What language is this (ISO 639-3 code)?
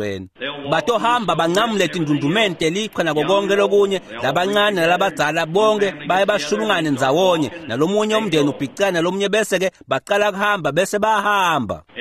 ssw